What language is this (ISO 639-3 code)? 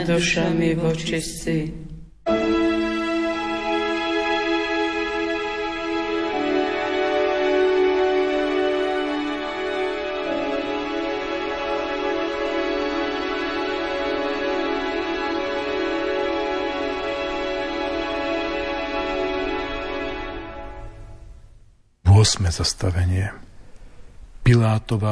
slk